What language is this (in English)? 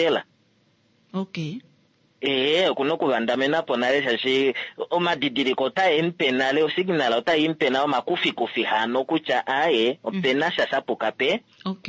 Kuanyama